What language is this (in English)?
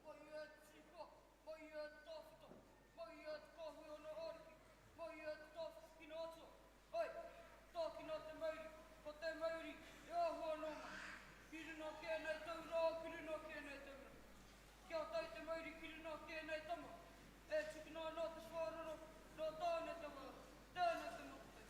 Māori